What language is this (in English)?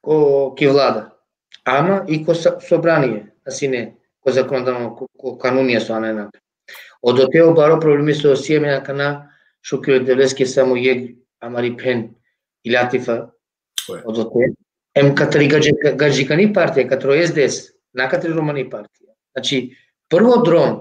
Balkan Romani